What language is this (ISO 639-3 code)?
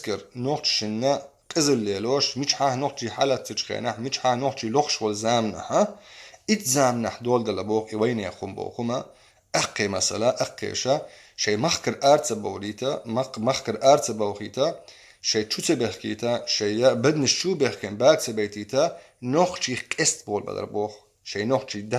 che